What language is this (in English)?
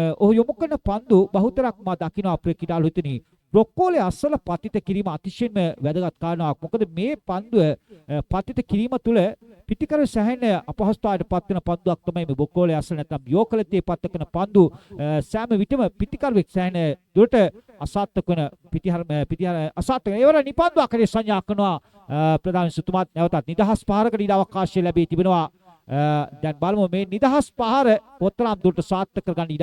Sinhala